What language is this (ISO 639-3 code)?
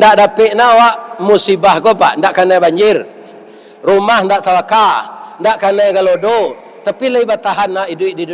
min